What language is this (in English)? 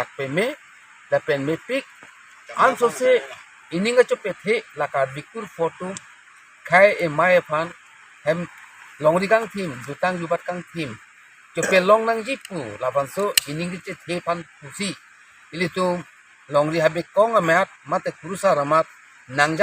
Karbi